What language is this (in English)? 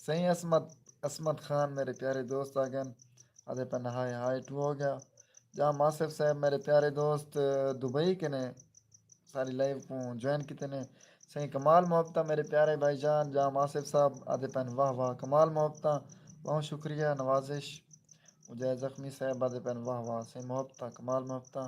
Saraiki